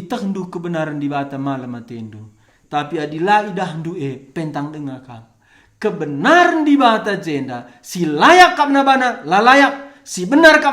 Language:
Batak Karo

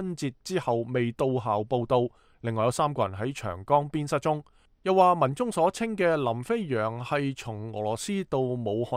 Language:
Cantonese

